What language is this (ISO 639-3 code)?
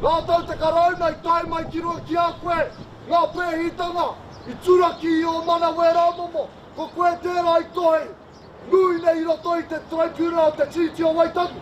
mri